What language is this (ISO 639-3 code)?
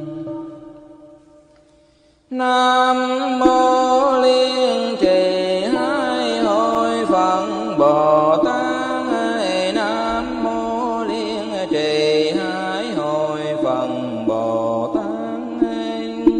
vie